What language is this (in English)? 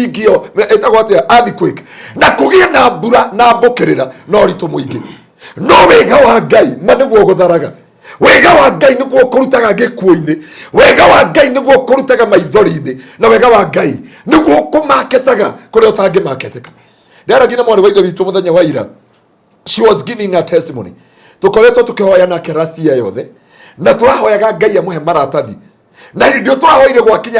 Kikuyu